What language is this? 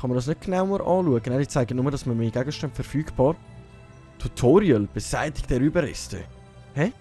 Swiss German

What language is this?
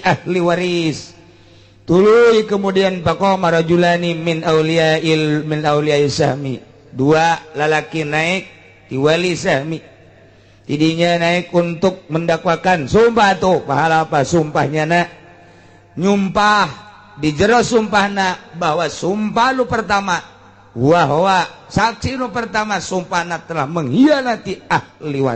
Sundanese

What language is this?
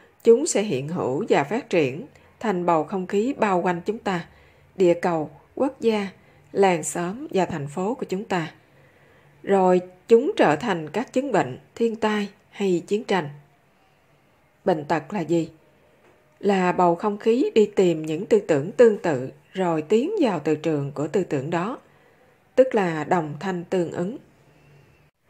Vietnamese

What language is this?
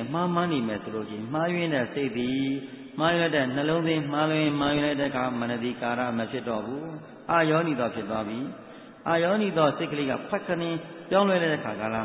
Burmese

